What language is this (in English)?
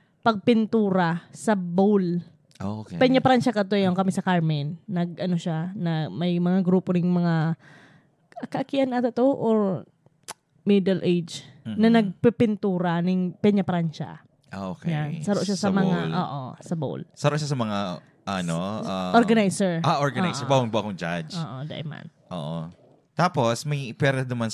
Bikol